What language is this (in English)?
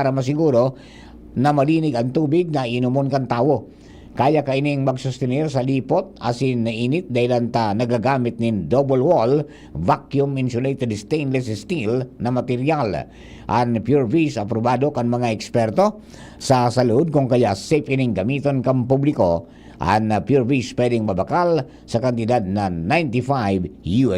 Bikol